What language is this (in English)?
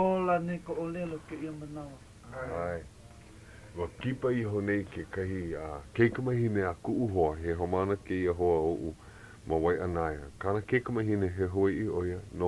Hawaiian